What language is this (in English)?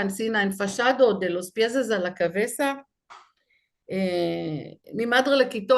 Ladino